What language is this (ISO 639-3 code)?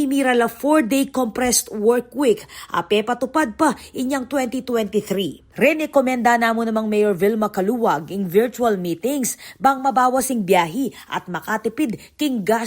pam